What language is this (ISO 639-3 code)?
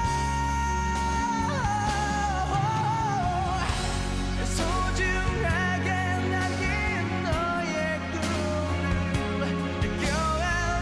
kor